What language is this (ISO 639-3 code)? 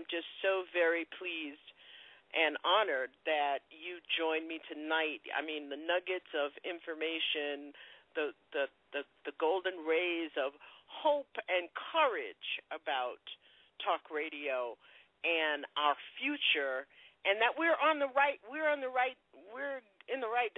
eng